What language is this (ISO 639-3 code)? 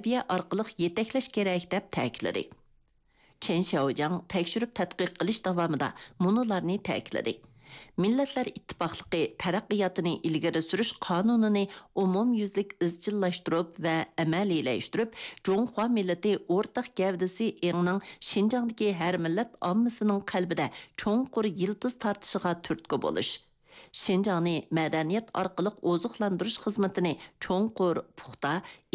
uig